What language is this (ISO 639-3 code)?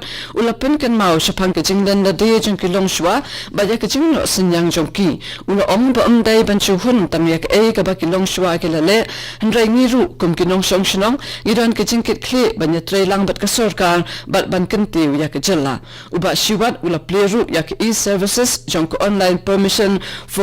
kha